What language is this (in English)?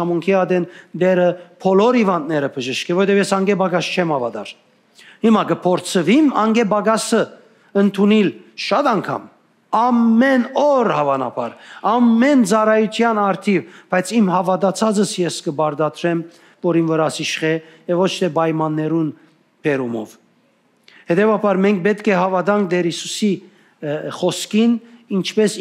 Western Armenian